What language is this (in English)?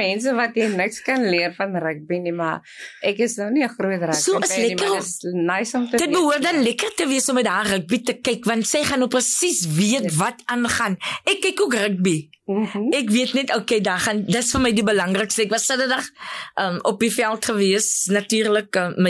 Afrikaans